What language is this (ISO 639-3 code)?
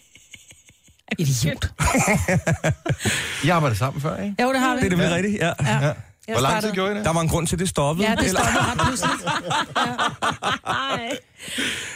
dan